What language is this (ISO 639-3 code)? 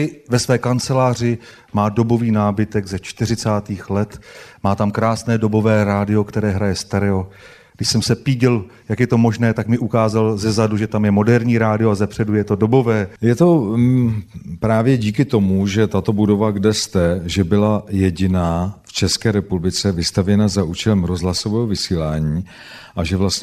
ces